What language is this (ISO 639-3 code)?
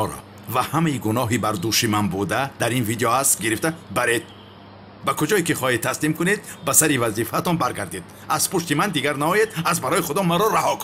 tgk